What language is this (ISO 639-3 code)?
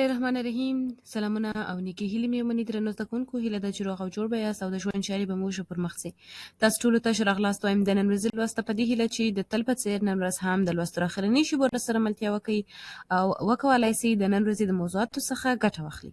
pus